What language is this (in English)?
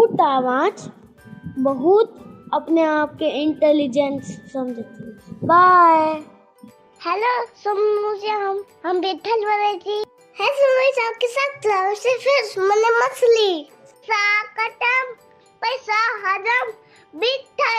Maithili